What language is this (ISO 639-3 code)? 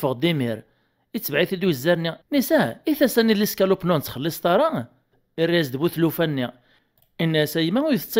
kab